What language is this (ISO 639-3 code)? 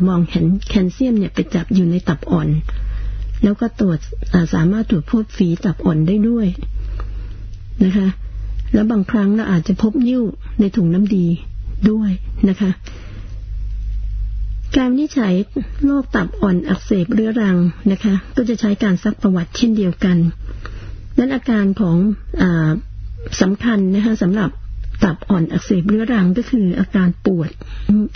tha